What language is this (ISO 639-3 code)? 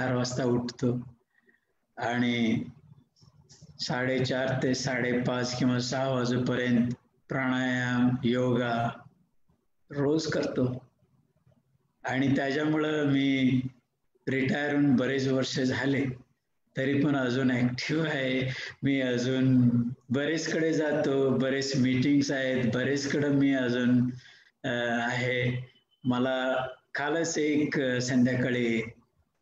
mar